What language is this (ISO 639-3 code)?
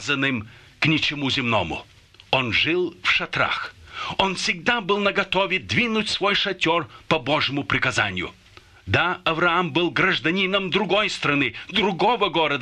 rus